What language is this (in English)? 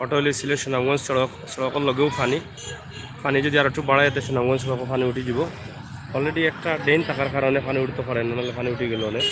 Sylheti